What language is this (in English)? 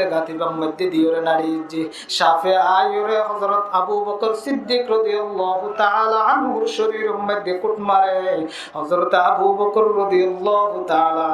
Rohingya